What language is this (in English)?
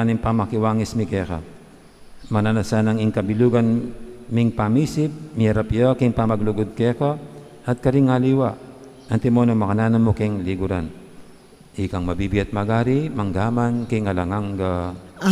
Pampanga